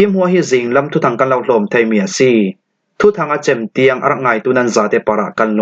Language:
Falam Chin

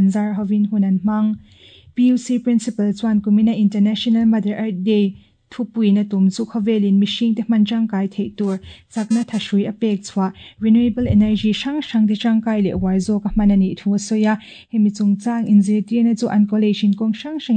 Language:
Mizo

